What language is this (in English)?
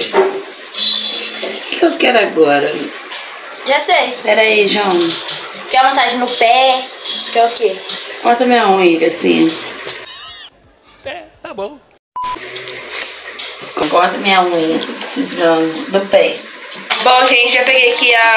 Portuguese